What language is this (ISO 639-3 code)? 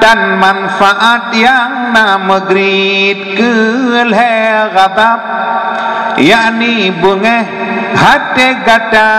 ace